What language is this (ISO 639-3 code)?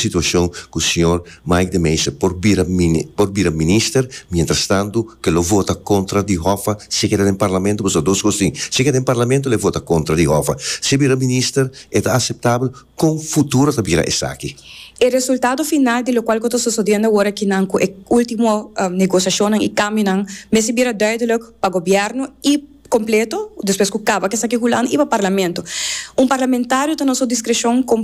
pap